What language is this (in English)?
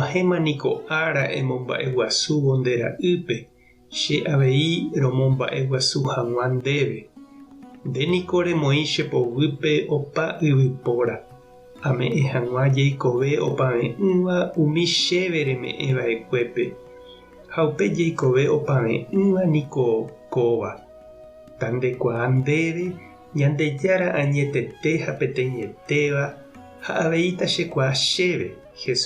Guarani